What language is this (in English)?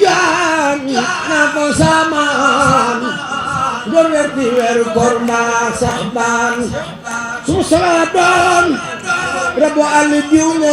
Wolof